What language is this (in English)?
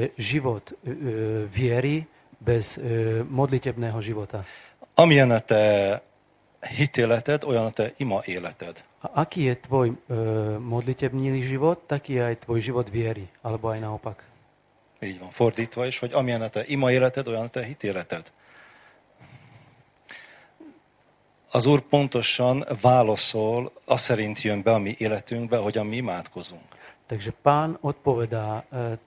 Slovak